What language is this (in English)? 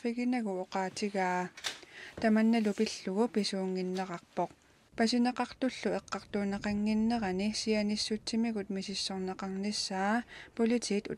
Kalaallisut